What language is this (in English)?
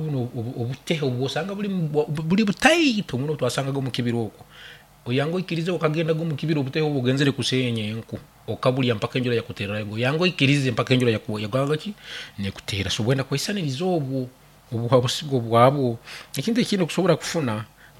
Nyankole